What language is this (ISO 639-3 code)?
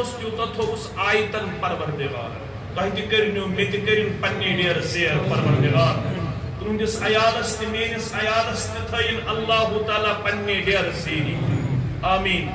kas